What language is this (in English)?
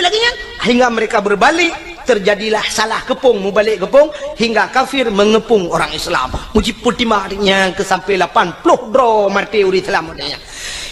Achinese